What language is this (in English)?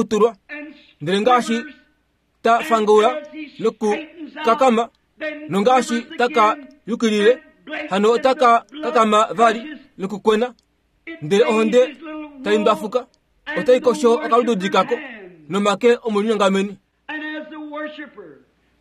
Kuanyama